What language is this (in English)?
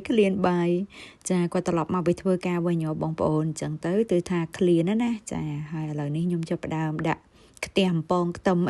Khmer